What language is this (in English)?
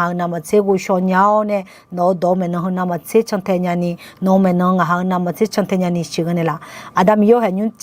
Akha